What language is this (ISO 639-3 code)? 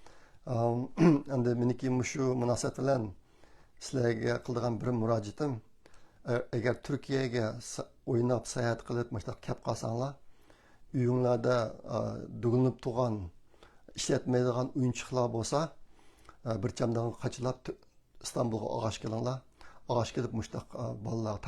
uig